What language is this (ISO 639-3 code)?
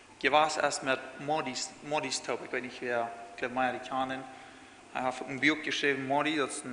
pdt